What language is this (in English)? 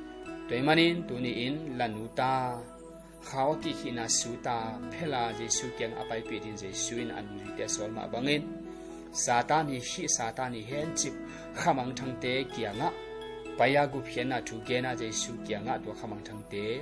Tedim Chin